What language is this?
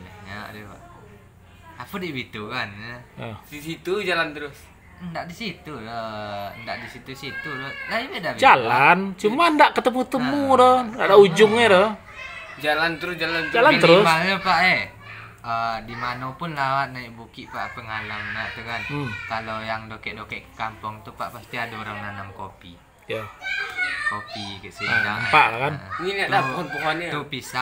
Minangkabau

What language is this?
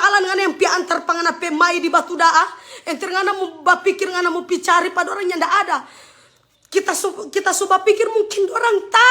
Manado Malay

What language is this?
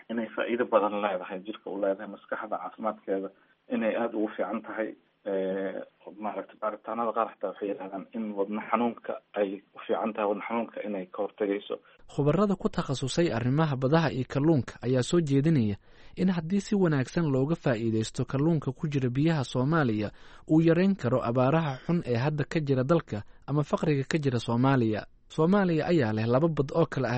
Somali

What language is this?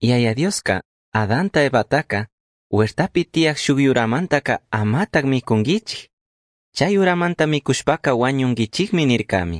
Chimborazo Highland Quichua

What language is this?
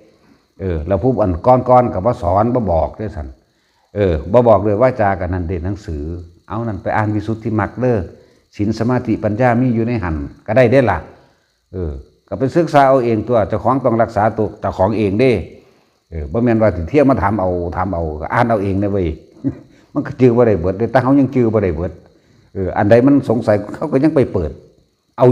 Northeastern Thai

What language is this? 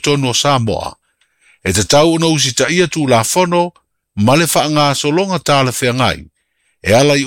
Samoan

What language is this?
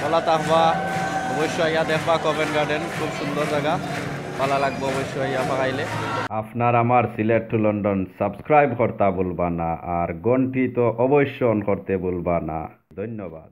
Sylheti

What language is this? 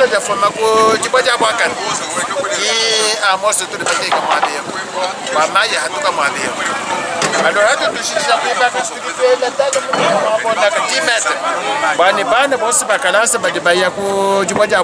Luba-Lulua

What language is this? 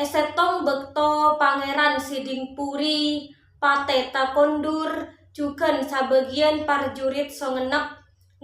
Madurese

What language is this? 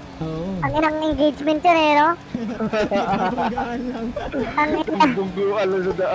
Filipino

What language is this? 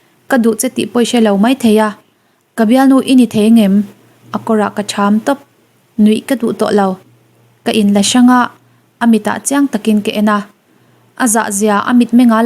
Mizo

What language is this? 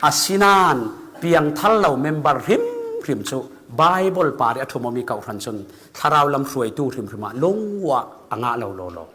Falam Chin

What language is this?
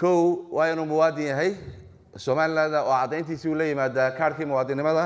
Somali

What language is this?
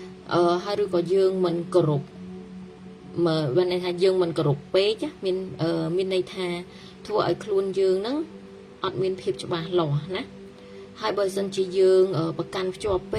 Khmer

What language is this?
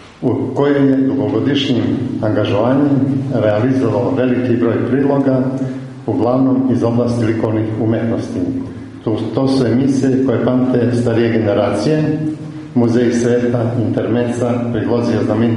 Serbian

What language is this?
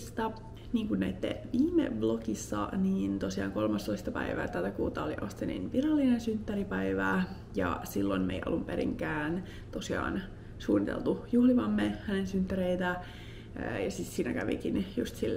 Finnish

